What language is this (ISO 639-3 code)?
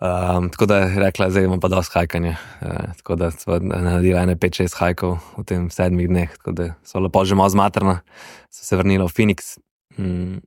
slv